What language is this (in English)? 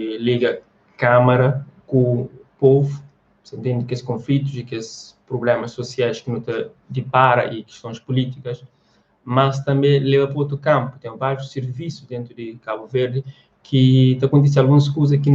Kabuverdianu